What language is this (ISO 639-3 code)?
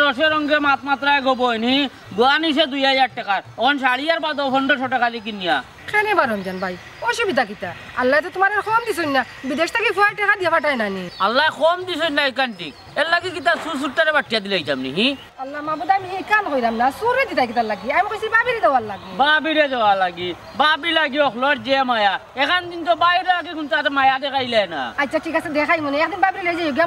syl